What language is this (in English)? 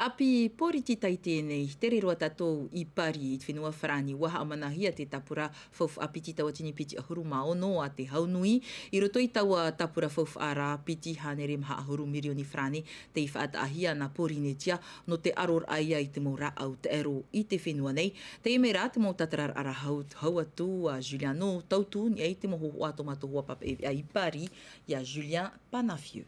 Tahitian